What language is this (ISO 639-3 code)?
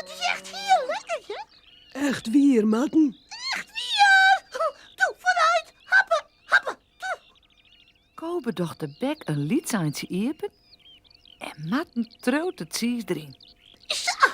fry